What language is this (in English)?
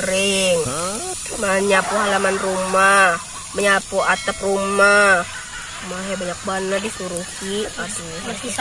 Banjar